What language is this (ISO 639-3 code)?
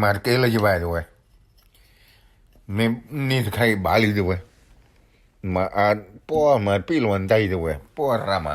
ksw